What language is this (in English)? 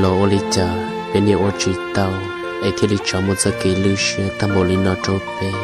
Hmong